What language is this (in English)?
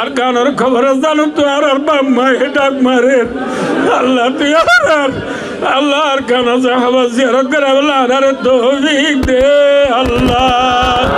Rohingya